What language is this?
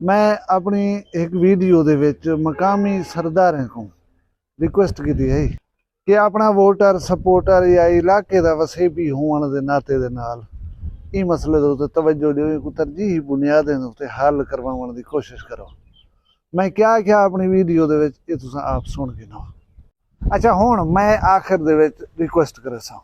Saraiki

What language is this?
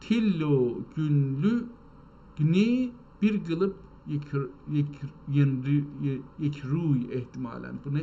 South Azerbaijani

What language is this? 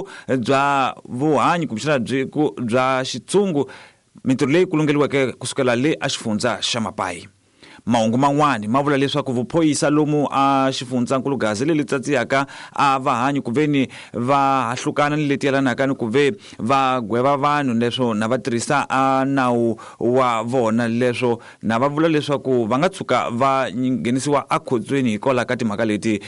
Tsonga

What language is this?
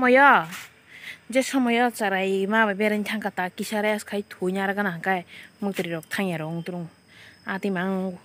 Kok Borok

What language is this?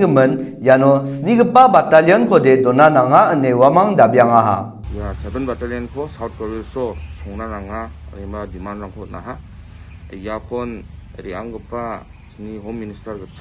Garo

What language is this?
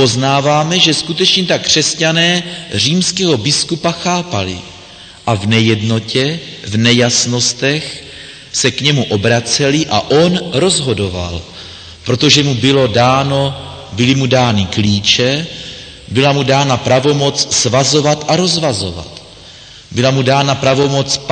Czech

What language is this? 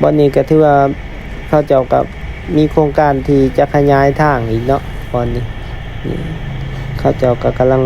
Lao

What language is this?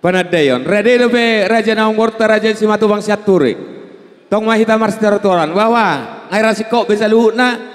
Batak Toba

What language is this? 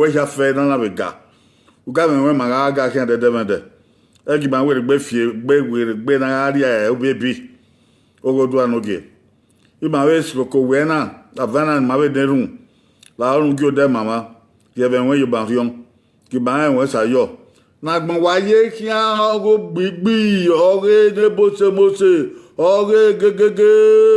Bini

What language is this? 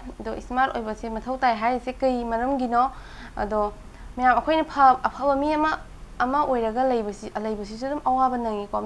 Manipuri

